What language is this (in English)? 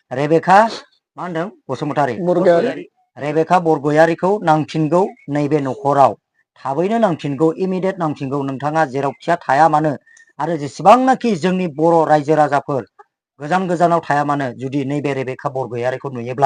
Bodo